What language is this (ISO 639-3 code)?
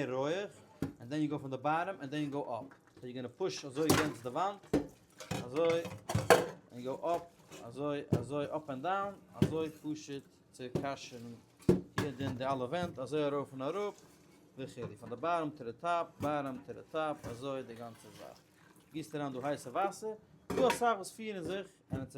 yid